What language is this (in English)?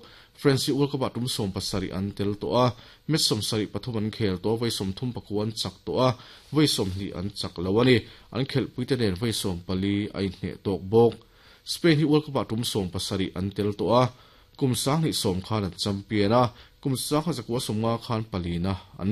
Mizo